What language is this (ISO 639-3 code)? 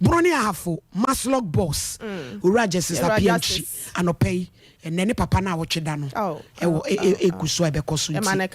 aka